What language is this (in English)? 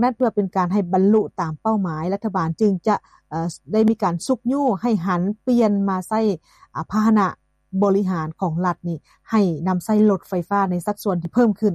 Lao